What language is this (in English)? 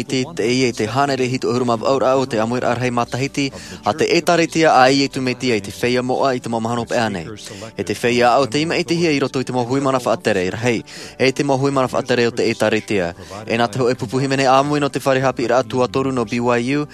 Tahitian